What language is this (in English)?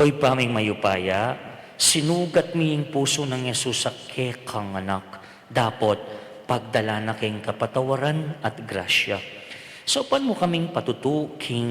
Pampanga